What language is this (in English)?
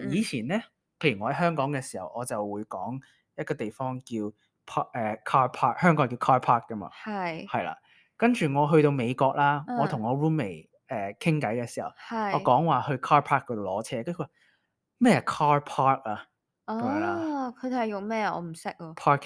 Cantonese